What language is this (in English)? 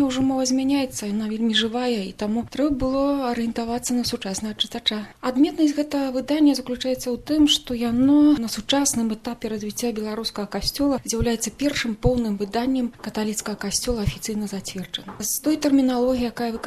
Belarusian